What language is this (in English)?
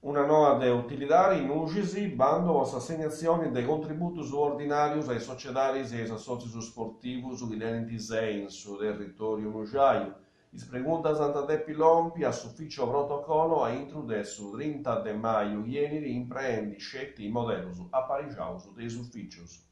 Sardinian